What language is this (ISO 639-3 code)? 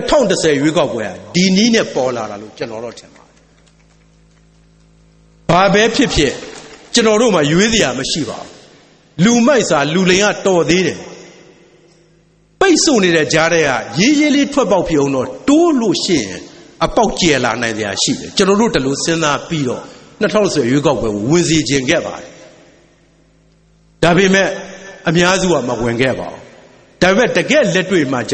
mya